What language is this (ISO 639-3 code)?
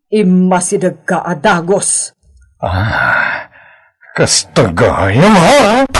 ilo